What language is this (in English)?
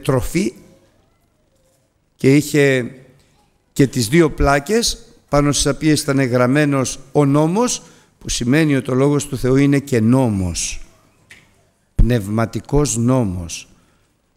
Greek